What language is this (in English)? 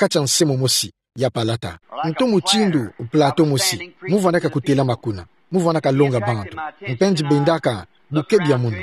Kituba (Democratic Republic of Congo)